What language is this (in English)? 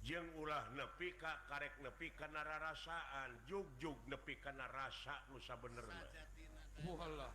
Sundanese